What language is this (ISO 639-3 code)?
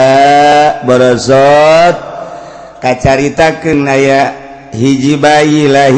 sun